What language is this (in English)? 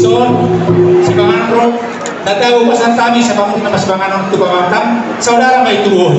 Batak Toba